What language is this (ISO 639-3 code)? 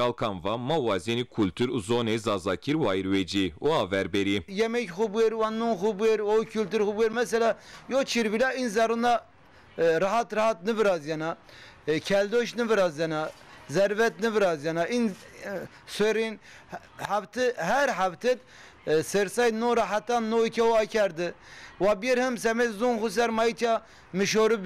zza